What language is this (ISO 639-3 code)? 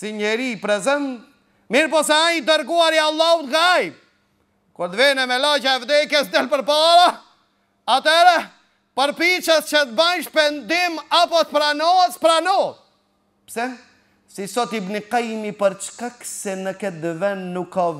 sqi